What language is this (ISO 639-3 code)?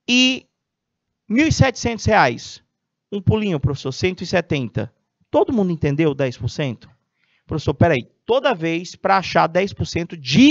por